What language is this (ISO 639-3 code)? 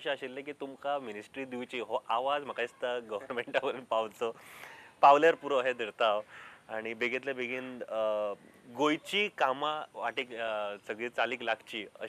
kok